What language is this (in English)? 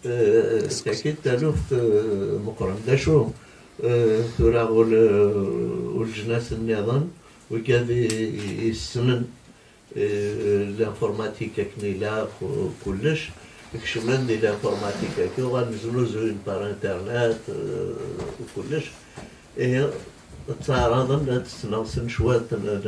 Kabyle